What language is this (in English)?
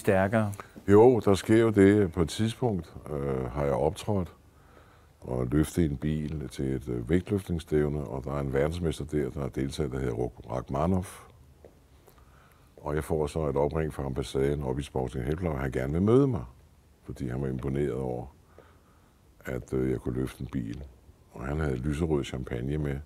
Danish